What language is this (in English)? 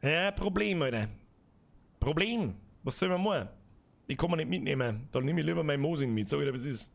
Bavarian